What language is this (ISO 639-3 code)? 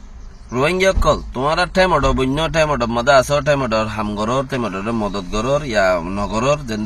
rhg